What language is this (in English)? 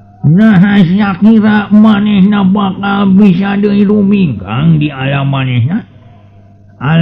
Sundanese